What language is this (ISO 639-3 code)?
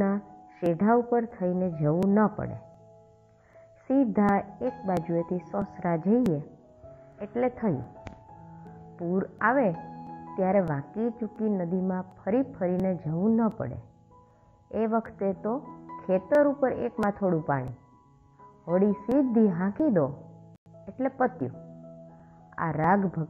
guj